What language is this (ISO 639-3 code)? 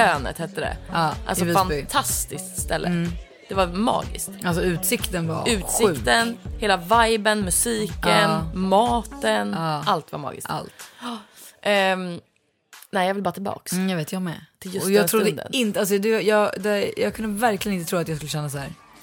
swe